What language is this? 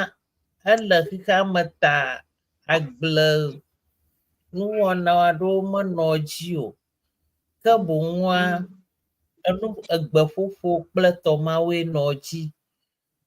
Ewe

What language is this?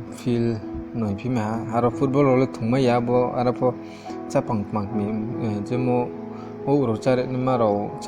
Riang (India)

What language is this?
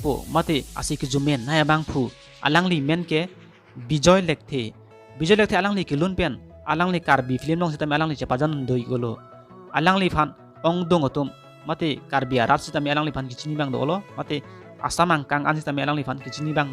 Karbi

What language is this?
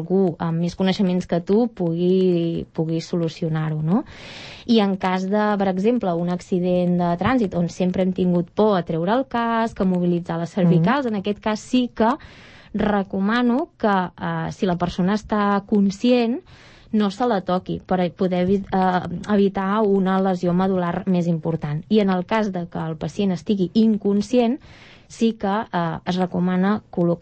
Catalan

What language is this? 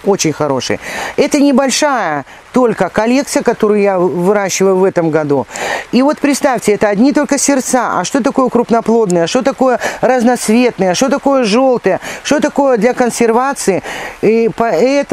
Russian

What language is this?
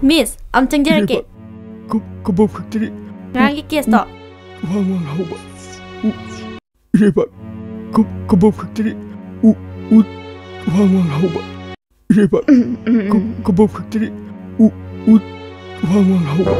Manipuri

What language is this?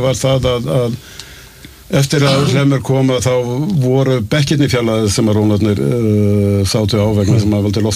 Icelandic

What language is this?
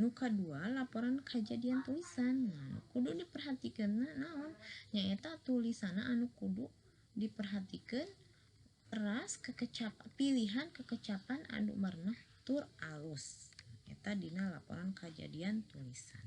Sundanese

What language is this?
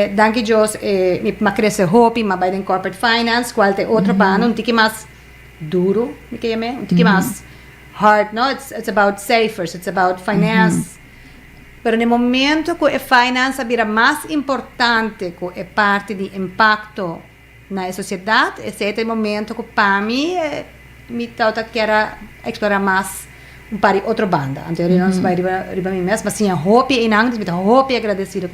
Papiamento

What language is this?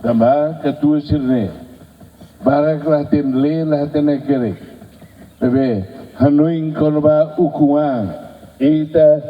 Tetum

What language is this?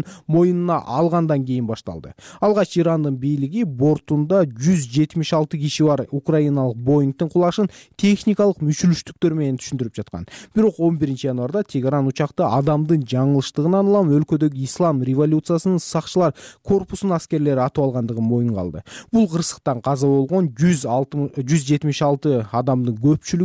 Kyrgyz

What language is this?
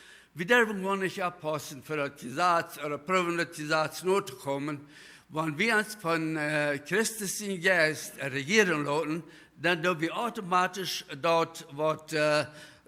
Plautdietsch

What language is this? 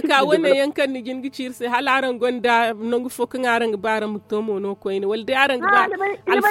Zarma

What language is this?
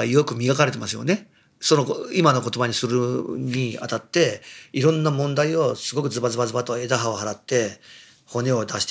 Japanese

